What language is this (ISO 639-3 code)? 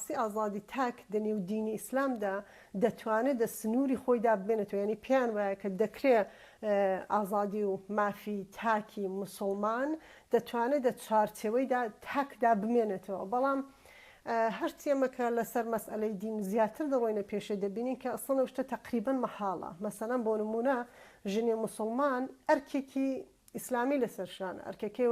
ckb